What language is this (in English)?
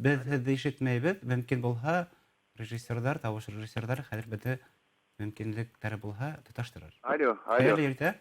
Bashkir